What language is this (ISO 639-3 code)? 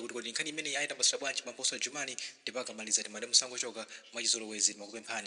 nya